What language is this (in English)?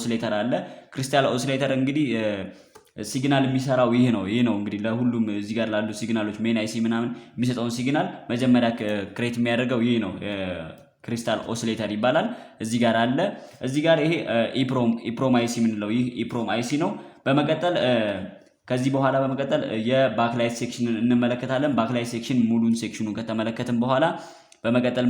Amharic